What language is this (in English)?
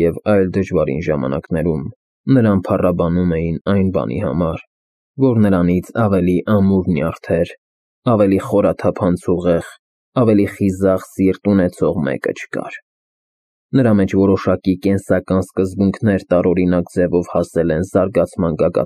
Armenian